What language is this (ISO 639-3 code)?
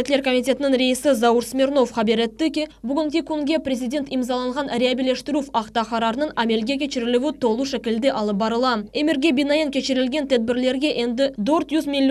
crh